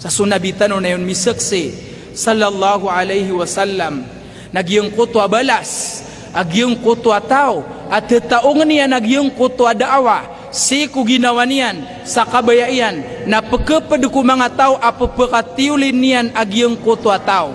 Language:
Maranao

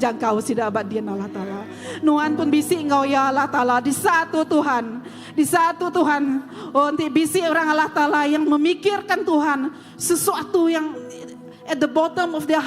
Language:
Iban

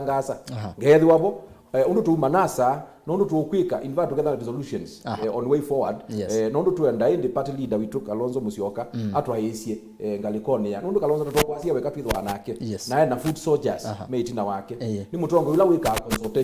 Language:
Kamba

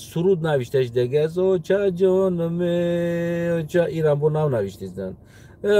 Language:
Tajik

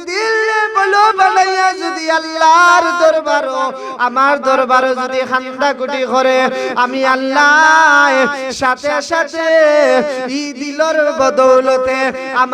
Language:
Sylheti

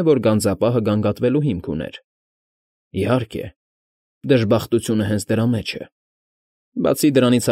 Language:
Armenian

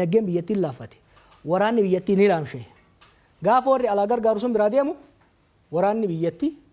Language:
Oromo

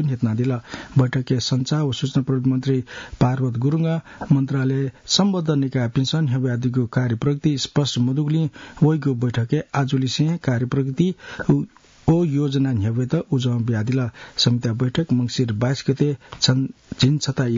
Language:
Newari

